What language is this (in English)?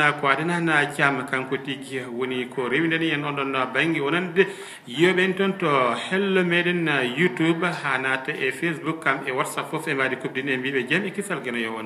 Fula